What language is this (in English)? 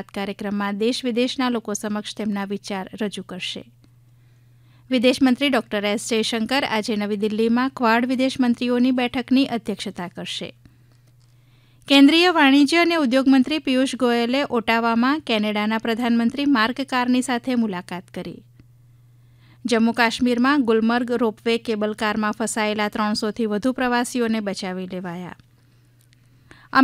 Gujarati